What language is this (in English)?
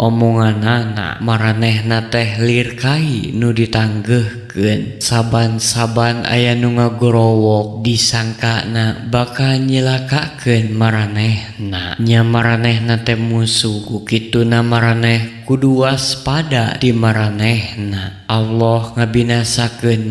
Sundanese